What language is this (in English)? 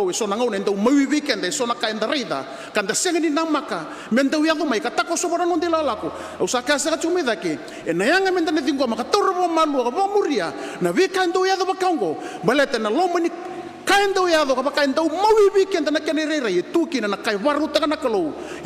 Fijian